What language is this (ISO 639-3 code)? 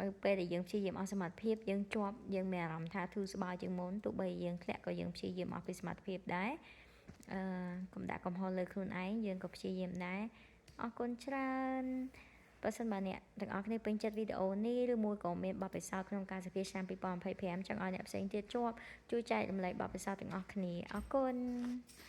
khm